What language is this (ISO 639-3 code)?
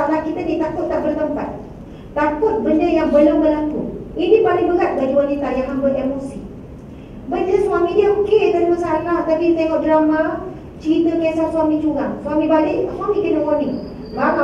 msa